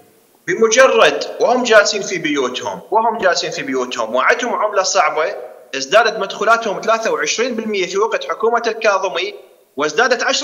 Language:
Mesopotamian Arabic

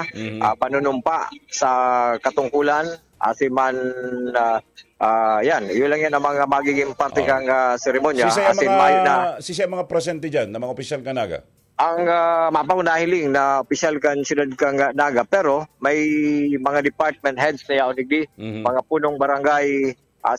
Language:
Bikol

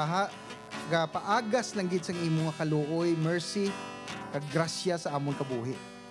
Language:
Hiligaynon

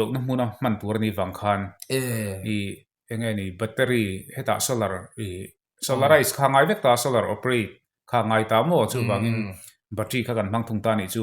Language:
Mizo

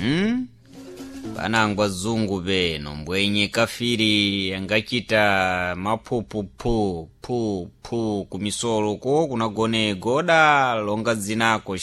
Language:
Sena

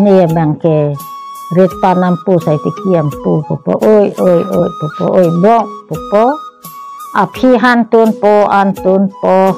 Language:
Karbi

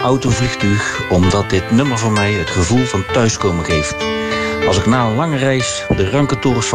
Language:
Dutch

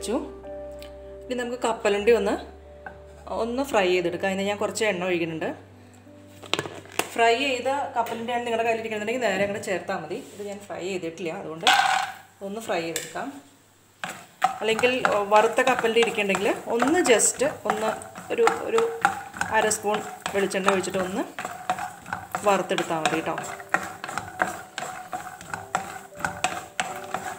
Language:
Malayalam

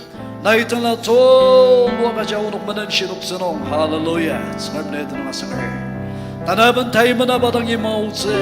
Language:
Ao Naga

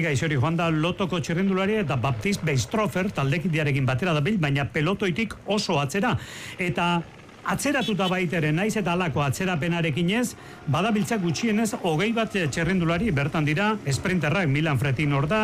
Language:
Basque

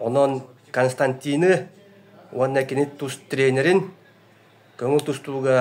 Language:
Yakut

